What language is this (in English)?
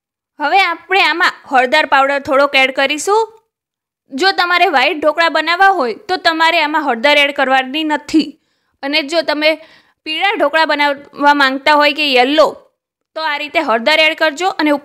Gujarati